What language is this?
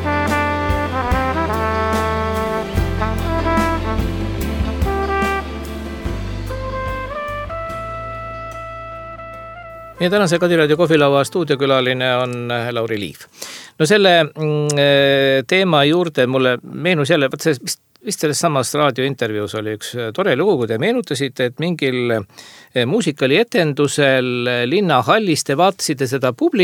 Estonian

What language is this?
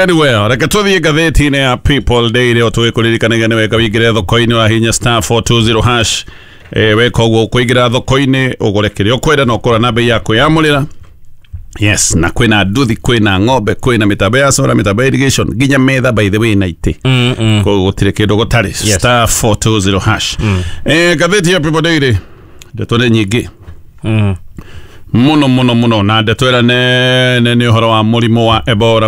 Kikuyu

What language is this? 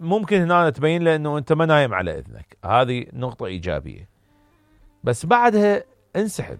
Mesopotamian Arabic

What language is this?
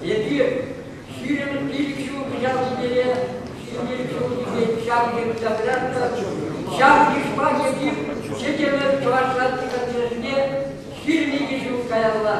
Chuvash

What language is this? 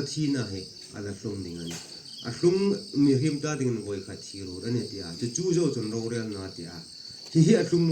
Hmar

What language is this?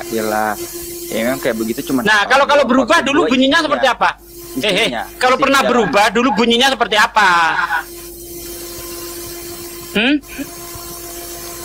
Indonesian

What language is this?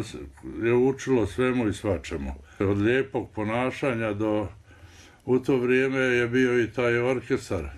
Bosnian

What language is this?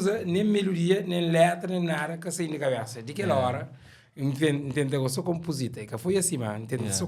Kabuverdianu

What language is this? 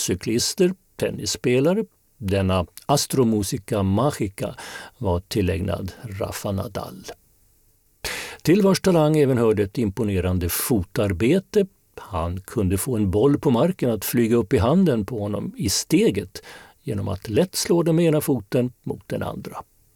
Swedish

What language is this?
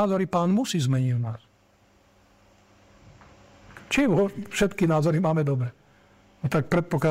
Slovak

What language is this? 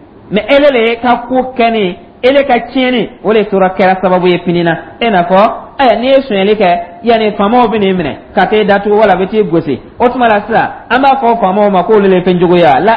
Dyula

